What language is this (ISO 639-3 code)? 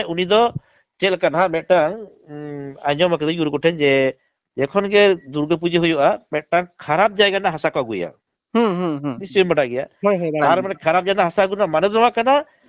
sat